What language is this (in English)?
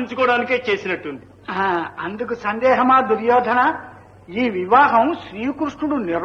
Telugu